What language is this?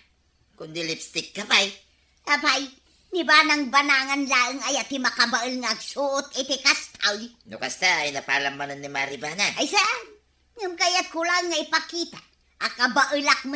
Iloko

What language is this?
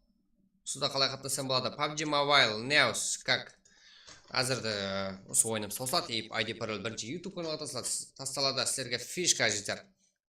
Kara-Kalpak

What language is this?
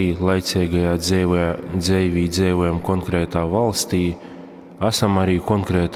Latgalian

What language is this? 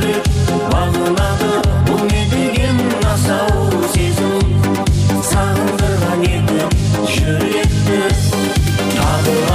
Kara-Kalpak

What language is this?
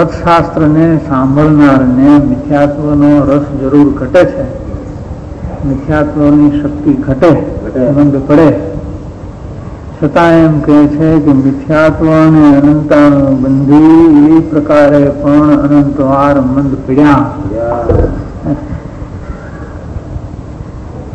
Gujarati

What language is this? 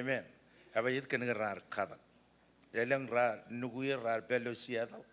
Marshallese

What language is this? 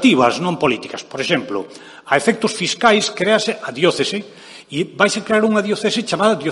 Galician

